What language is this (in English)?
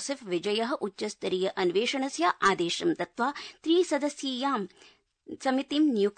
Sanskrit